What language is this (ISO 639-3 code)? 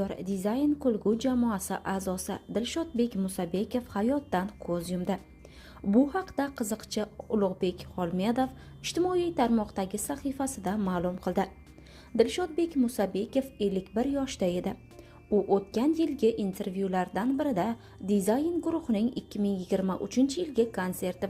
uzb